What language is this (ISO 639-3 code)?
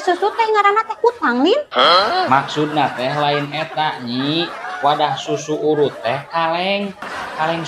sun